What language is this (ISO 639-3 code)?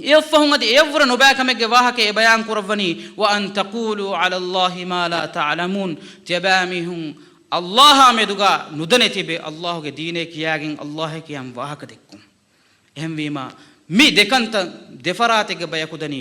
div